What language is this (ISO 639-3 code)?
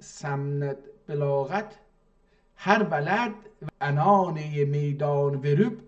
azb